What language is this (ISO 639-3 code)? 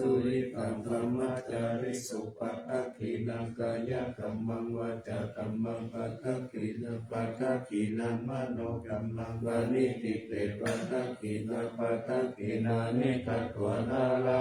pli